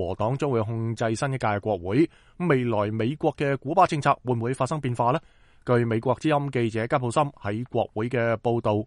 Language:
Cantonese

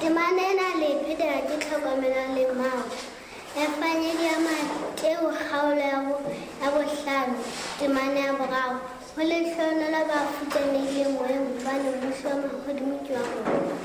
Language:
Southern Sotho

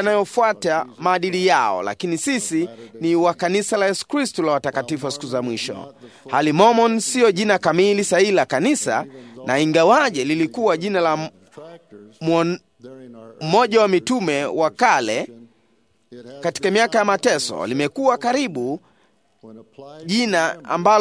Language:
Swahili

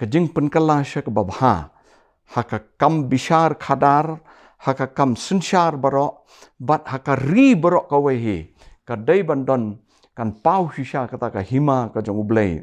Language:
Khasi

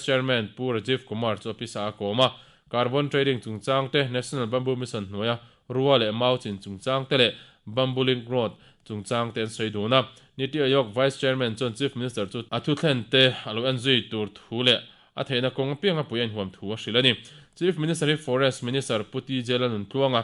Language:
Mizo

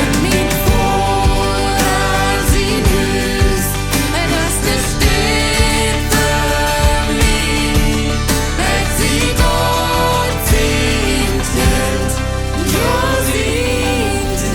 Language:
Plautdietsch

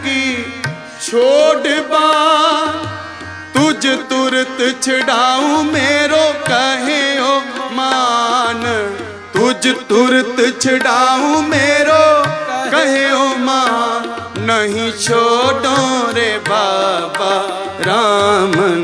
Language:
Punjabi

